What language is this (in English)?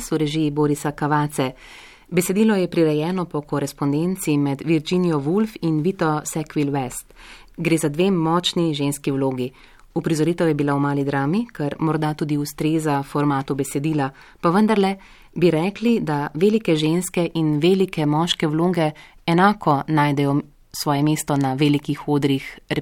Slovenian